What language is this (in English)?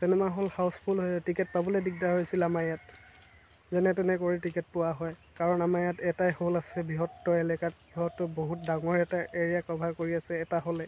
Assamese